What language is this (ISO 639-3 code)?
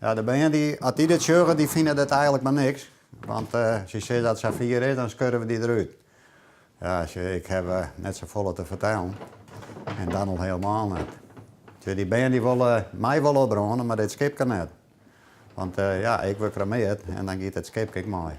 fry